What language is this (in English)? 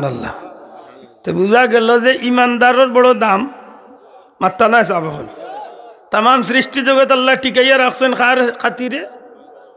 Sylheti